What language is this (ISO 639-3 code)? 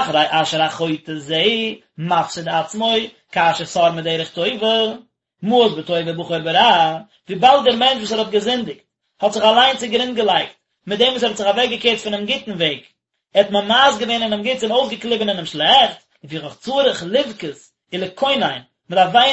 yid